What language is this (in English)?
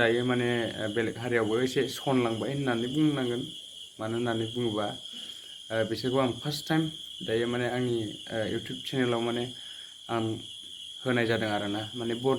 Bodo